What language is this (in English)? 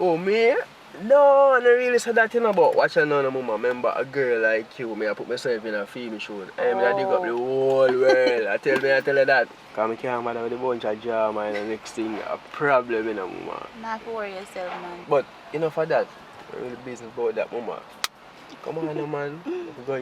Jamaican Creole English